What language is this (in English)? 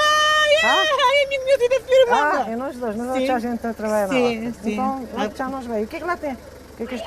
Kabuverdianu